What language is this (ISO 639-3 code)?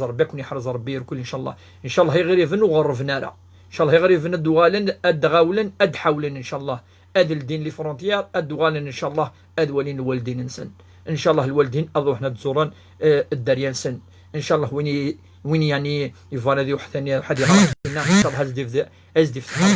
kab